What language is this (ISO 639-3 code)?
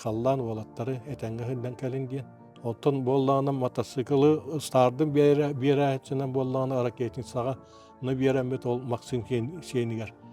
sah